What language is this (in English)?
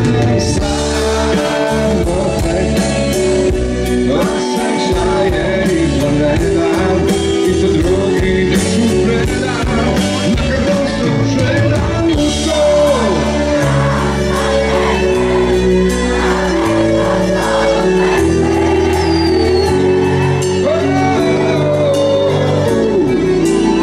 Croatian